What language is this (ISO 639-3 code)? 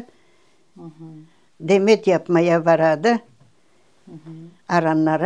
crh